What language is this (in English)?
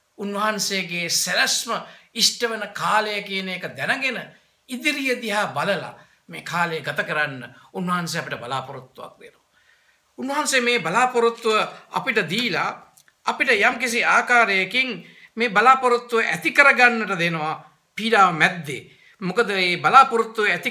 Sinhala